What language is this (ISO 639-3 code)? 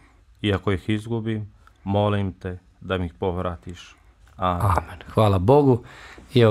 bos